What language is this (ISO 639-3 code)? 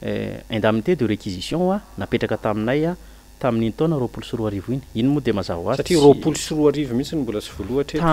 mlg